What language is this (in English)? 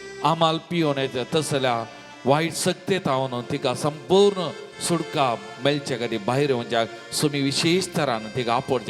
Konkani